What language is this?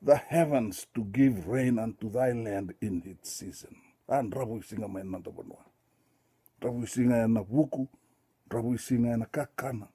Fijian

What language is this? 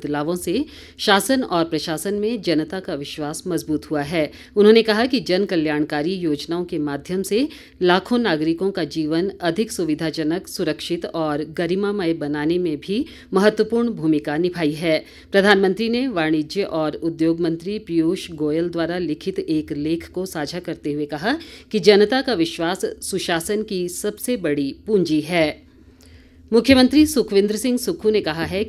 Hindi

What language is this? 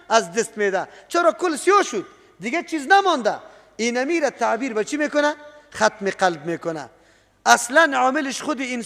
Persian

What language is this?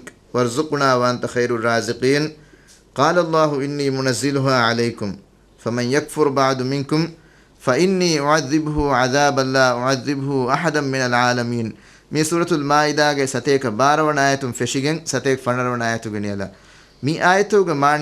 Divehi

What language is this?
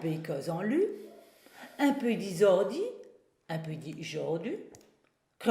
Réunion Creole French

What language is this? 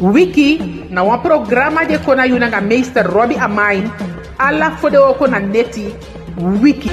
Eastern Maroon Creole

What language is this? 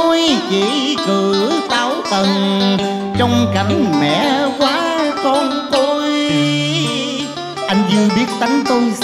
Vietnamese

